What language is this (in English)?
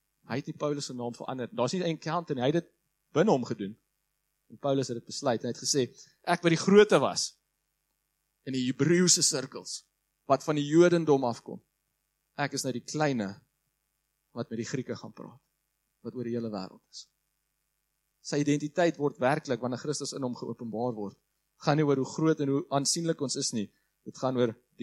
Afrikaans